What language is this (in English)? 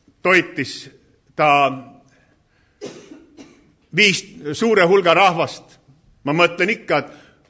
Estonian